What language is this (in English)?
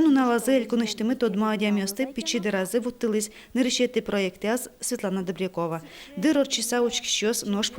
Udmurt